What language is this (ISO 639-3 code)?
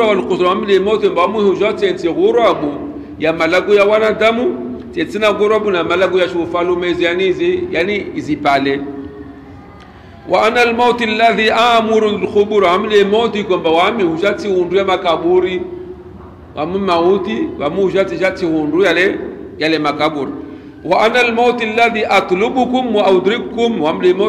swa